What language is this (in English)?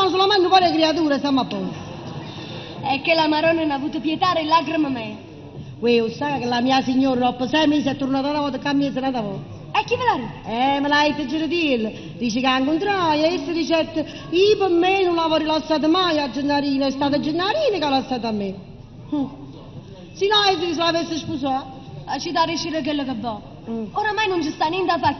Neapolitan